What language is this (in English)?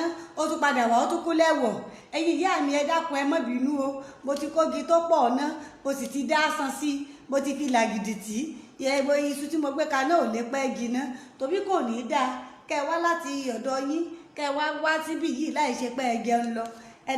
Yoruba